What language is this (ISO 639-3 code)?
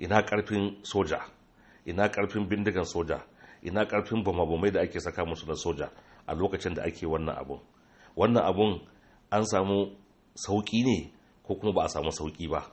hau